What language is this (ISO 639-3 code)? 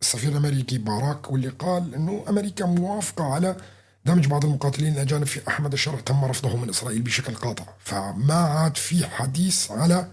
apc